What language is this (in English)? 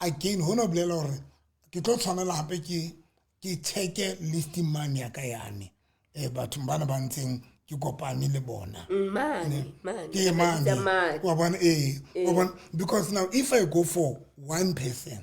Southern Sotho